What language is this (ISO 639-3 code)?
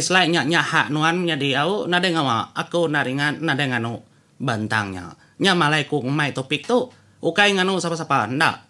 iba